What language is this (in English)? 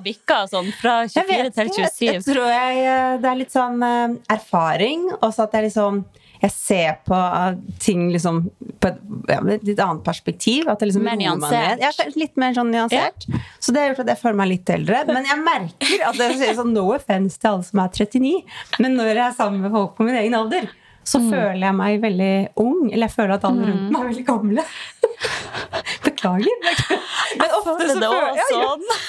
Norwegian